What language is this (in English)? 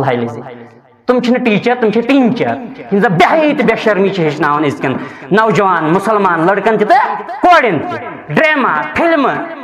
Kashmiri